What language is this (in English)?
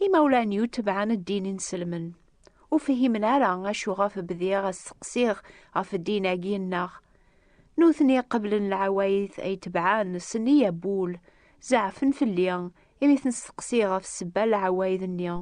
Kabyle